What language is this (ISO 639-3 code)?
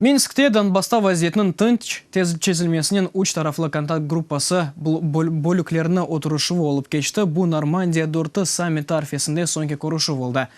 crh